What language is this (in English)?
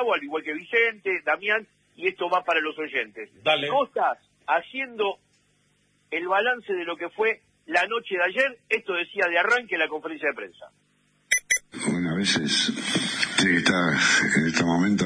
Spanish